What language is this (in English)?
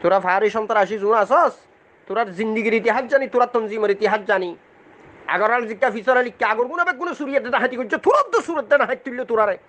Rohingya